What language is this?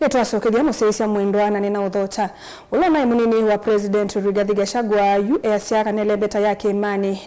Kamba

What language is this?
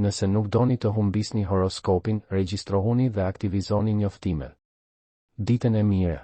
Albanian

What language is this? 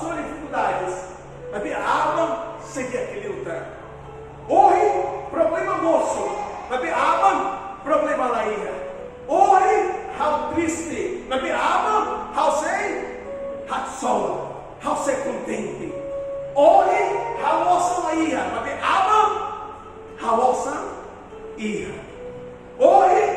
Tetum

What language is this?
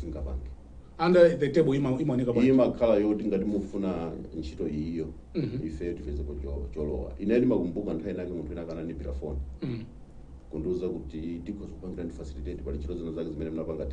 Nyanja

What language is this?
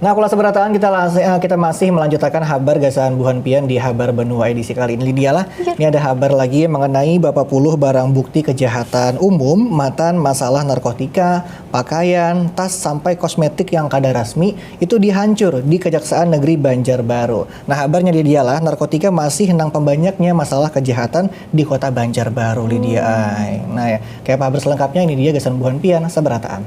Banjar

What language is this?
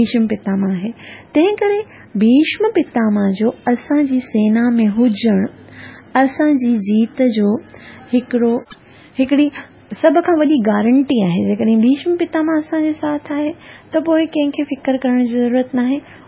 Sindhi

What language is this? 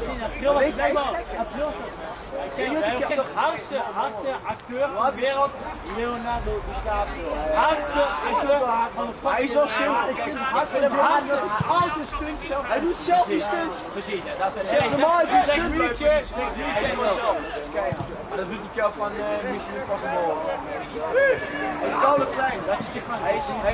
Dutch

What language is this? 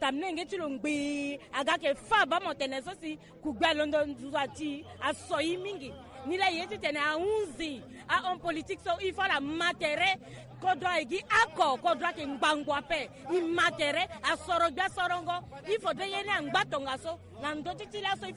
Sango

